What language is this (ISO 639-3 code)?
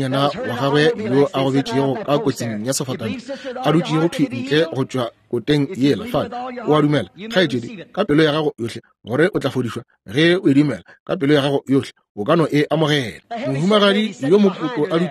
nso